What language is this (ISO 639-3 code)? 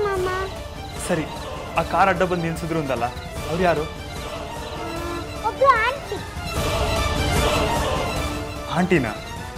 kan